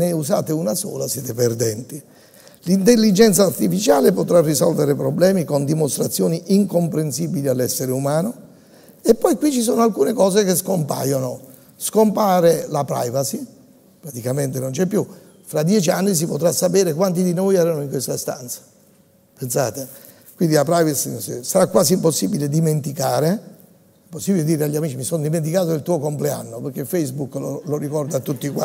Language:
Italian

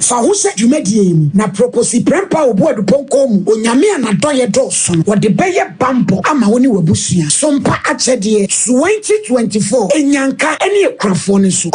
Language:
Akan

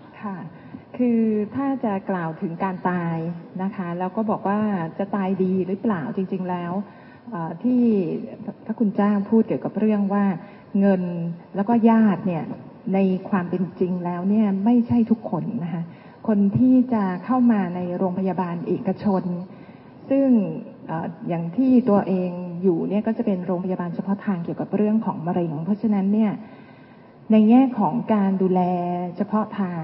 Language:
Thai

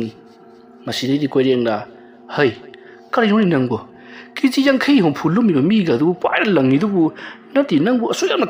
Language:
Manipuri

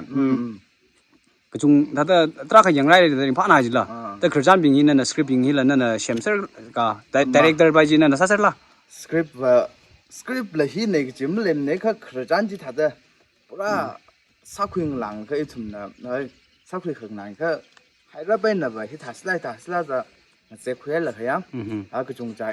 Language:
Tangkhul Naga (India)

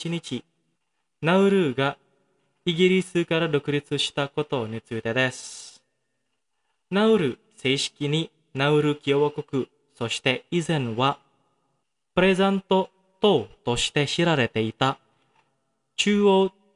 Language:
Japanese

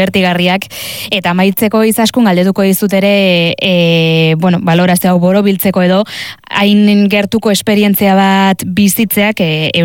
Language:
Basque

